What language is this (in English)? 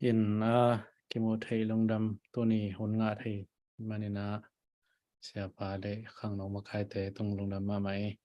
Tedim Chin